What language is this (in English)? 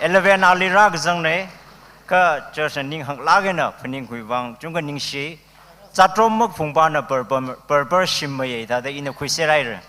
Tangkhul Naga (India)